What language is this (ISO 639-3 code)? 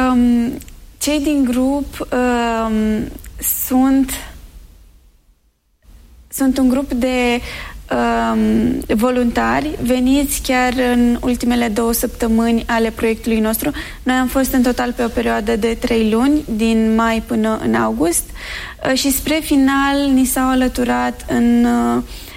ron